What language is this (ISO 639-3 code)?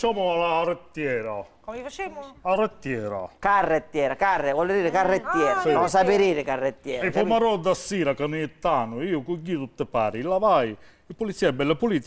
scn